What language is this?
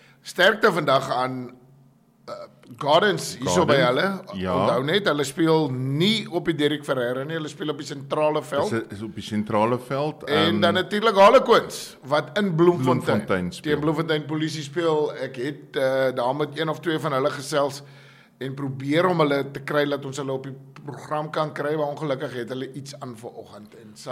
Afrikaans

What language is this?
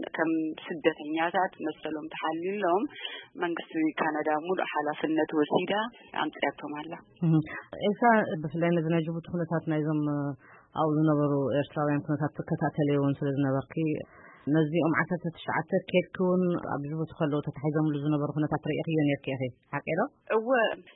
Tigrinya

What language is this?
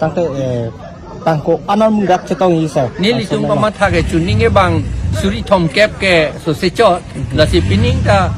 Karbi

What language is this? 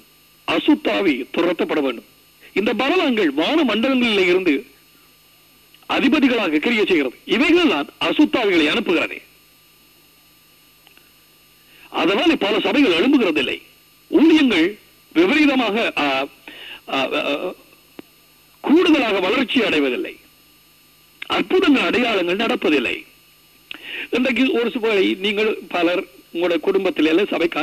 Tamil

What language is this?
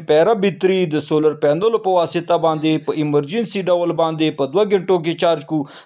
Pashto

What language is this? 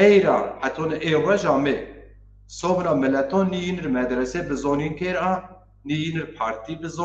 Zaza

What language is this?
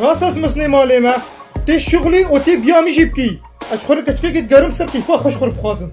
Kurdish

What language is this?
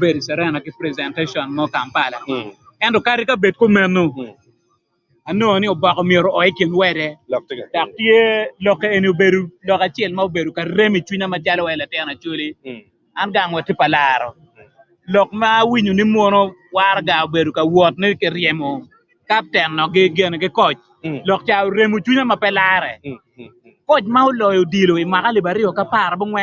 Acoli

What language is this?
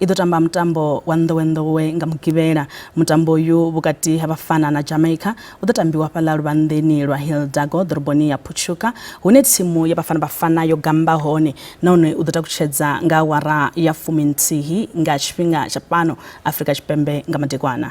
Venda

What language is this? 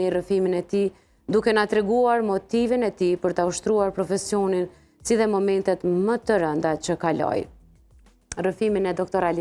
Albanian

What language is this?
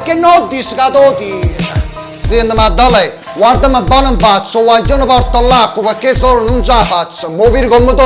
Neapolitan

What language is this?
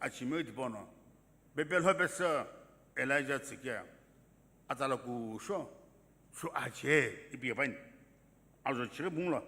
Sumi Naga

